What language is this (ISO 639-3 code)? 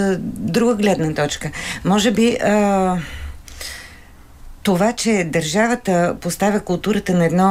bul